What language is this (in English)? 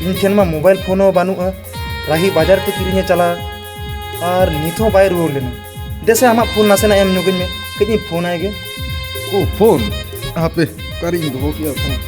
Santali